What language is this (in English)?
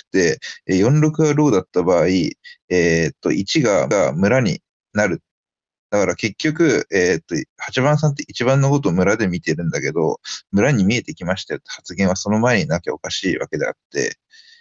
Japanese